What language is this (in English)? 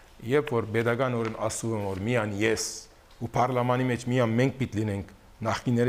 Armenian